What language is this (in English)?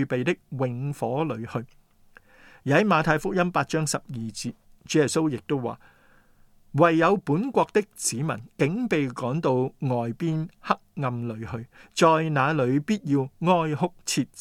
Cantonese